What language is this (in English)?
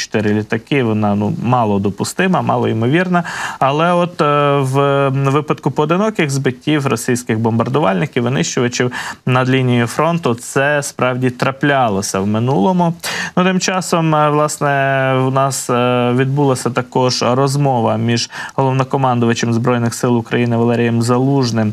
Ukrainian